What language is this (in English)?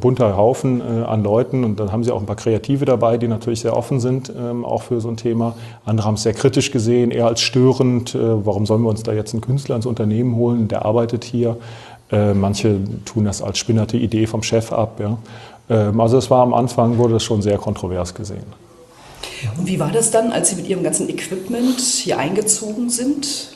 German